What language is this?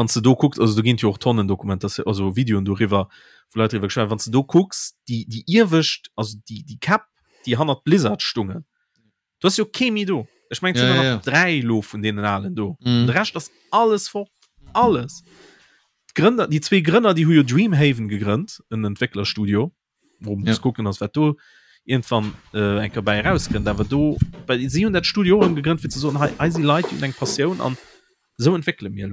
Luxembourgish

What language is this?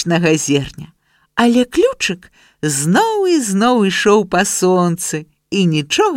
Belarusian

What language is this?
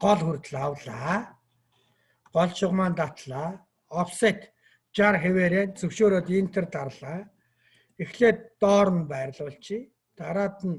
Mongolian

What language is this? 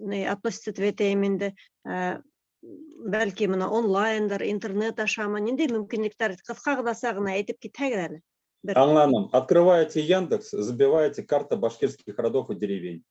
Bashkir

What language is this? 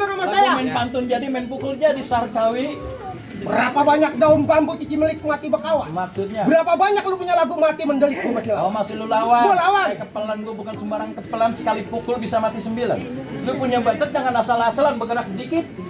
Betawi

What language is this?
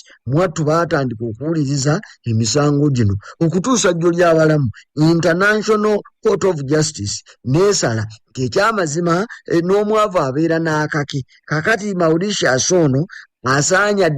Ganda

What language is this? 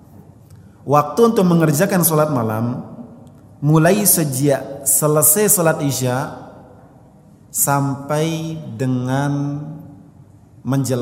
Indonesian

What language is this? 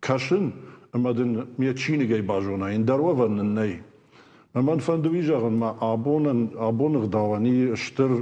Ossetic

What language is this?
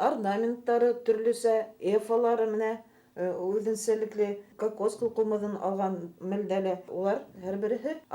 Bashkir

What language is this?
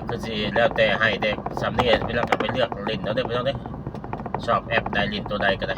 Northeastern Thai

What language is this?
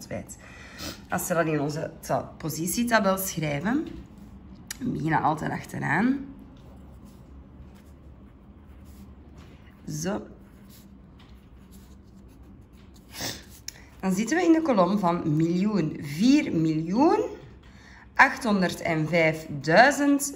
Dutch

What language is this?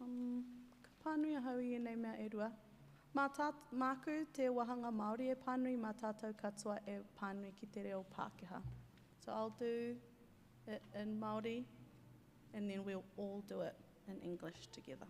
Māori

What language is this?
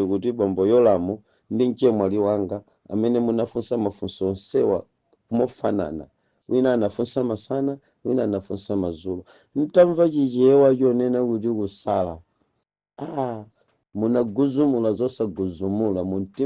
Nyanja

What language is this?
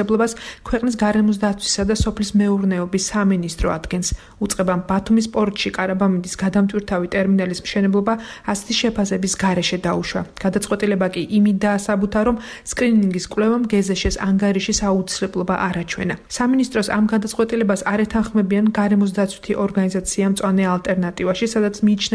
Georgian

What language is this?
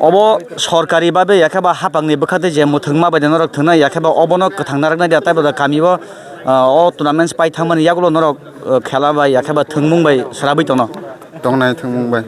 Kok Borok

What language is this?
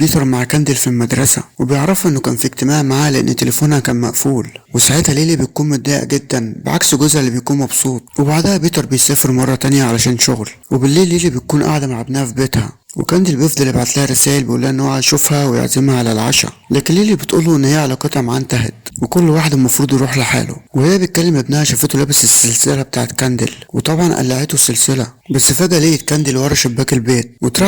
Egyptian Arabic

